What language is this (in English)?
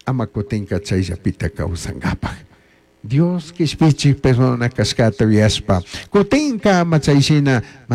Chimborazo Highland Quichua